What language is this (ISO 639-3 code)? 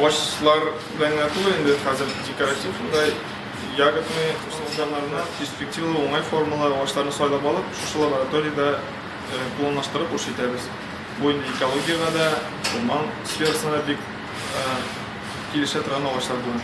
tat